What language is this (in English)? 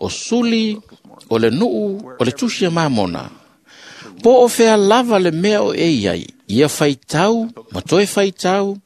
Samoan